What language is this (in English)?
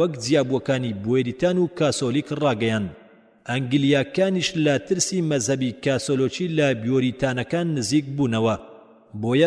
Central Kurdish